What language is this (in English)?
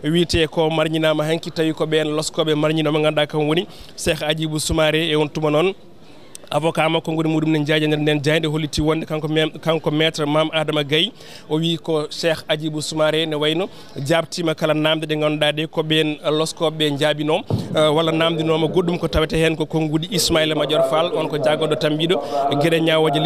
Fula